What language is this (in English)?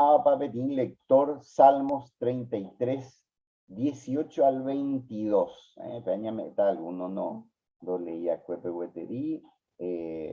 Guarani